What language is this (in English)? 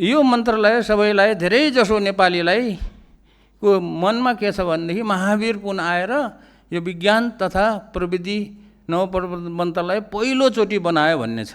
Nepali